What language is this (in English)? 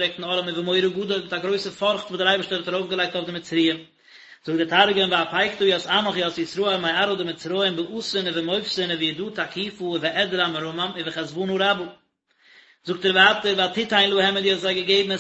Yiddish